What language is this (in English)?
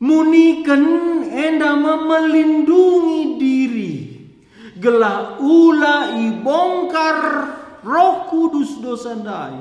Batak Karo